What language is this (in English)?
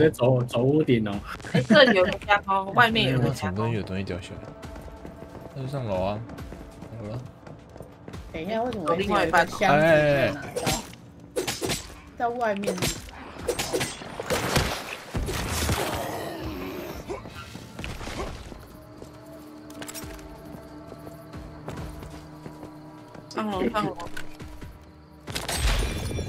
Chinese